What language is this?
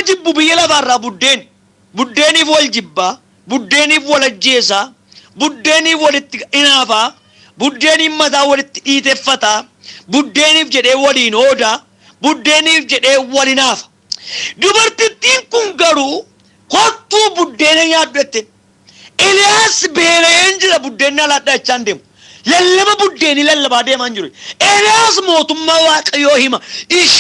Oromo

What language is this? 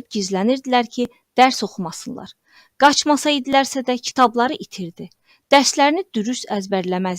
Azerbaijani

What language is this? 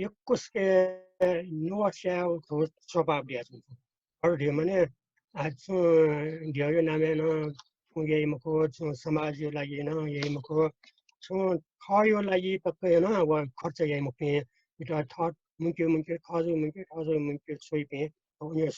Newari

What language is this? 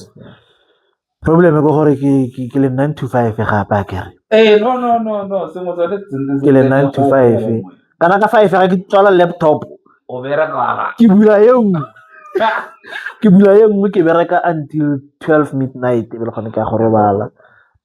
Tswana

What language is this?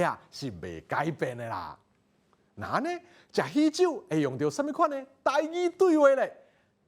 Min Nan Chinese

